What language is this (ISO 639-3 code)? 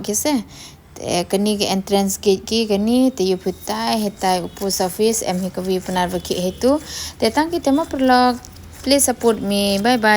pbv